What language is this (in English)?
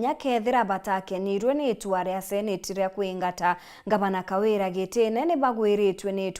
Meru